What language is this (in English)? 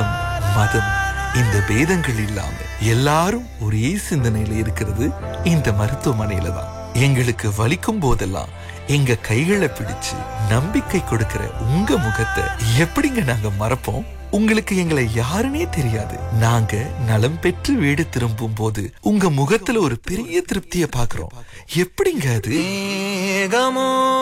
Tamil